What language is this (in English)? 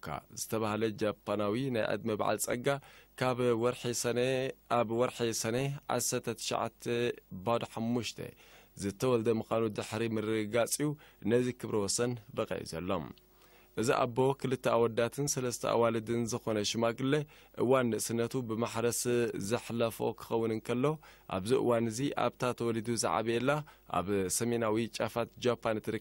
Tigrinya